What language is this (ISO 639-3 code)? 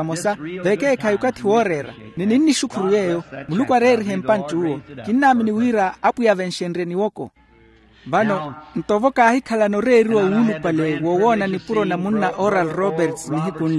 vmw